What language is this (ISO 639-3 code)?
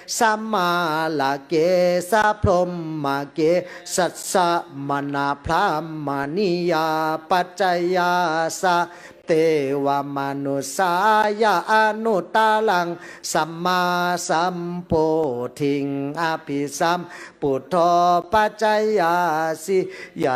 pli